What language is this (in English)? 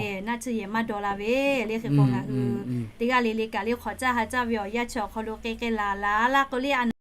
Lahu